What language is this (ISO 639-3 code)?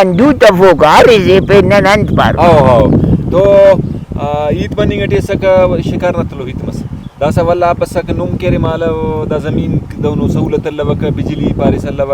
brh